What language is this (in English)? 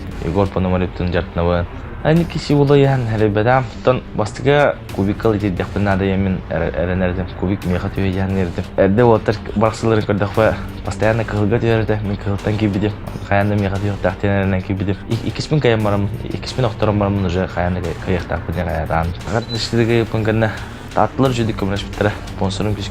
Yakut